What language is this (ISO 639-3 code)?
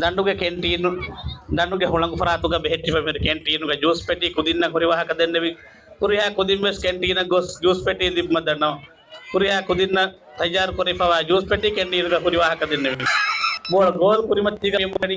div